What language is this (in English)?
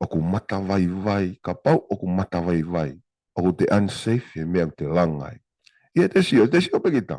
Tongan